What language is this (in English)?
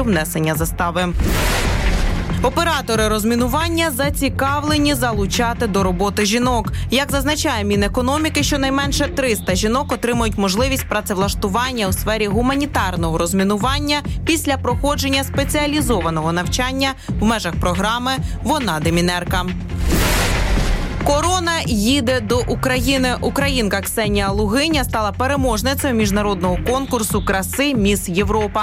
Ukrainian